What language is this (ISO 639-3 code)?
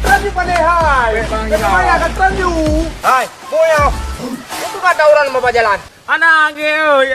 ace